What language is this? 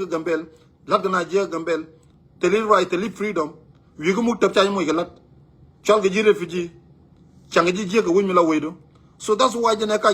Nuer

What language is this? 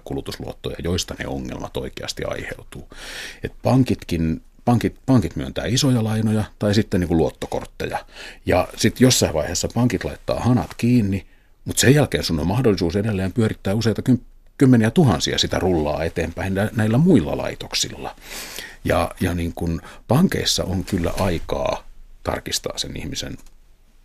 Finnish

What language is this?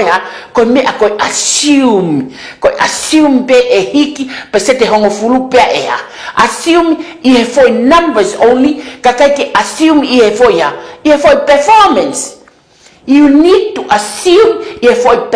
Tongan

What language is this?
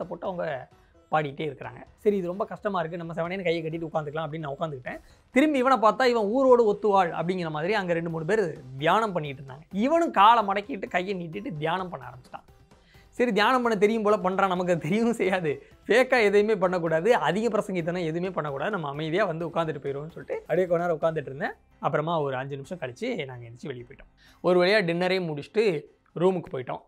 Tamil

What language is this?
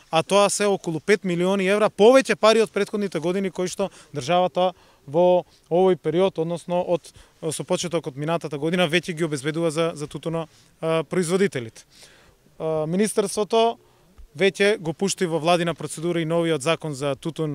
Macedonian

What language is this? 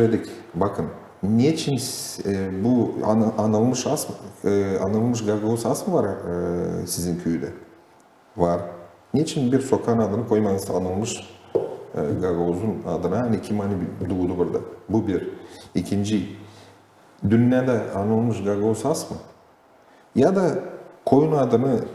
Gagauz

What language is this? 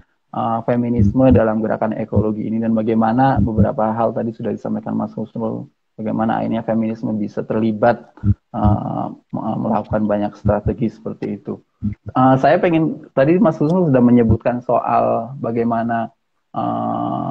Indonesian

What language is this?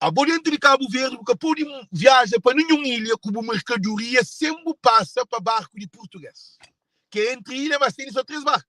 Kabuverdianu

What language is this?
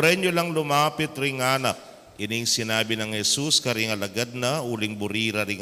Pampanga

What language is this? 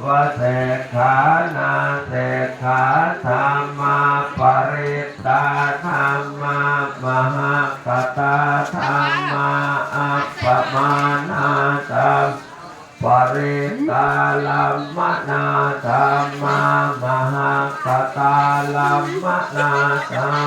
Pali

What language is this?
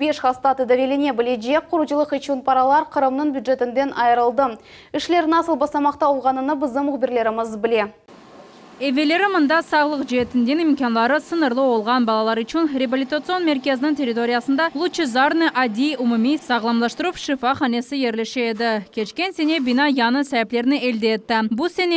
Crimean Tatar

